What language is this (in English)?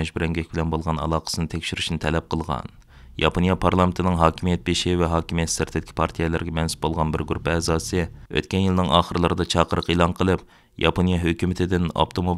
Uyghur